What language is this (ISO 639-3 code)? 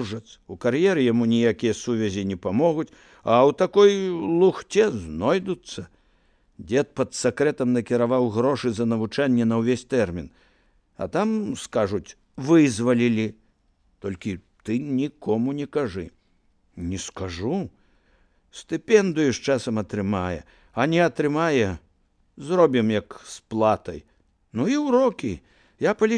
bel